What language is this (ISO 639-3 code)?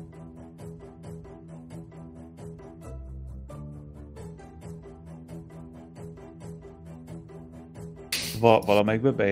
hun